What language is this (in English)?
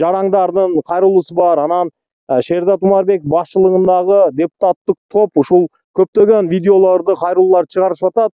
Kyrgyz